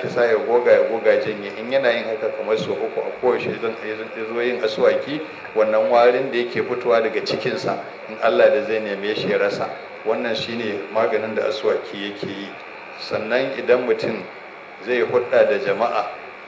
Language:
Hausa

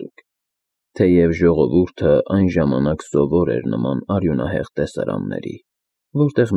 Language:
Armenian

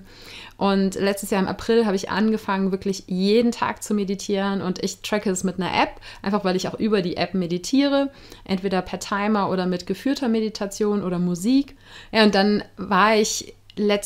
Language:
German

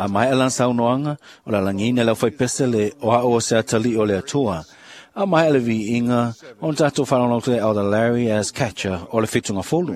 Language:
Samoan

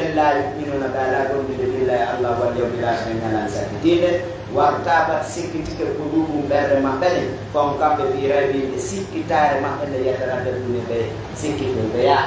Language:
Pular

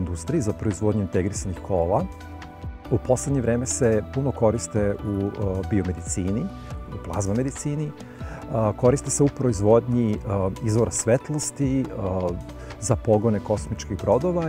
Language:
Serbian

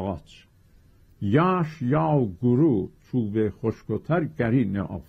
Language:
South Azerbaijani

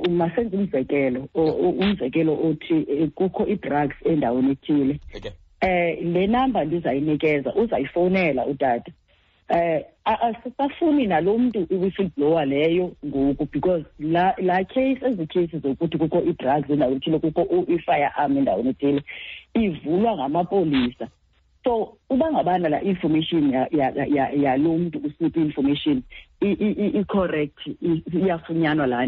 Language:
Xhosa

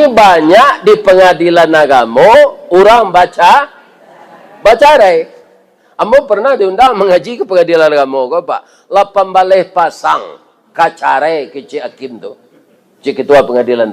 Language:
Minangkabau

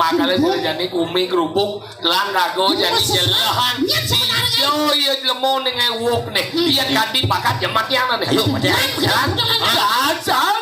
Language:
Balinese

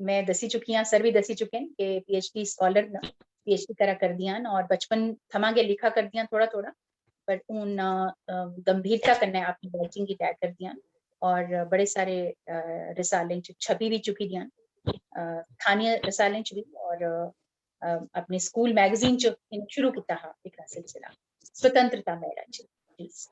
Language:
Dogri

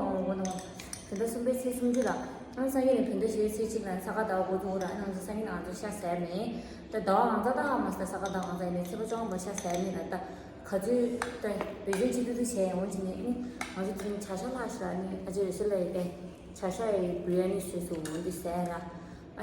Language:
Tibetan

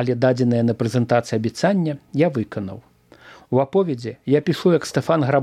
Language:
Belarusian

